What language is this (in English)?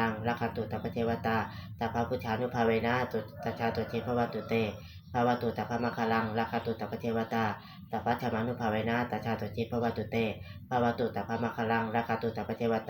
Pali